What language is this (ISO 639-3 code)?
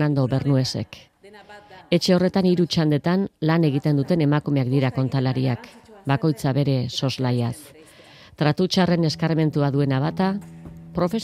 eus